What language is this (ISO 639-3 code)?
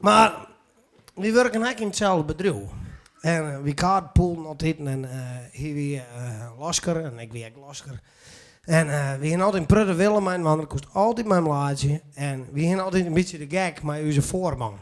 fry